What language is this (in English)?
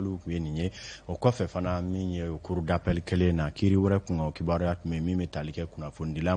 Bambara